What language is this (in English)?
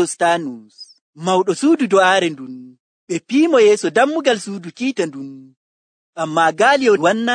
Nigerian Fulfulde